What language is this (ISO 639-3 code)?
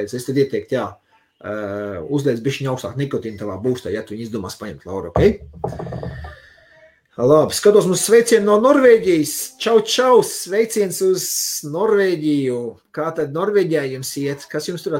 lav